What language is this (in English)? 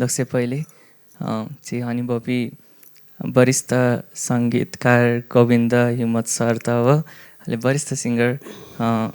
Newari